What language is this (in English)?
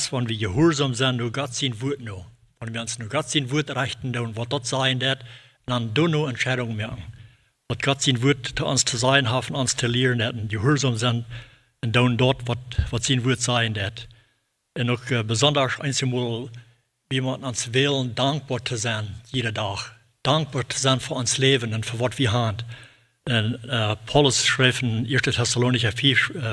Plautdietsch